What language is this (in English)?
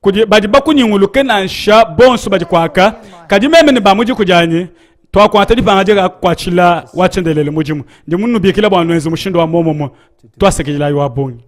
Luba-Lulua